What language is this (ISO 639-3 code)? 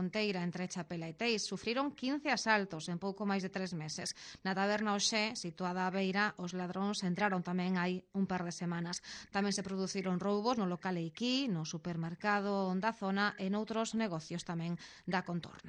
glg